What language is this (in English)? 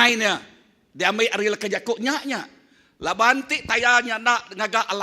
Iban